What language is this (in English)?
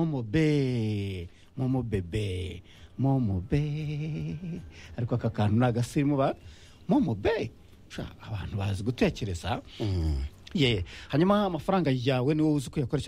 Kinyarwanda